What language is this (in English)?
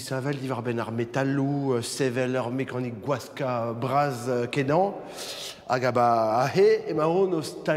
Breton